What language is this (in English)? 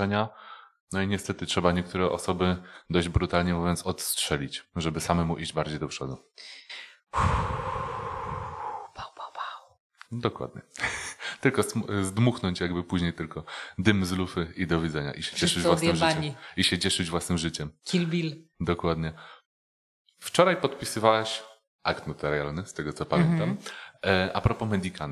Polish